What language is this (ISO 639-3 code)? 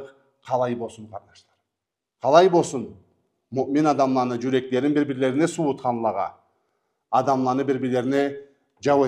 krc